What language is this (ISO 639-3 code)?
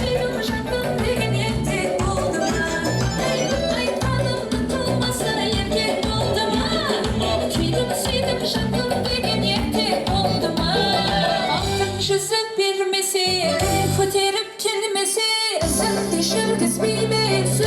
kaa